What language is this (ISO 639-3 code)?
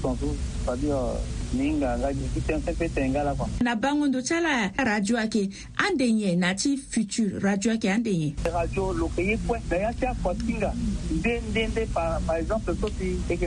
sag